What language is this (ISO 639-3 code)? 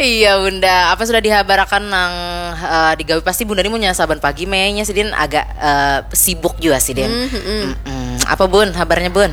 bjn